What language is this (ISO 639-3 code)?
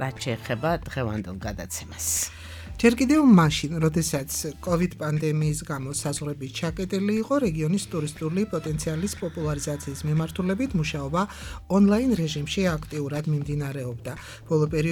kat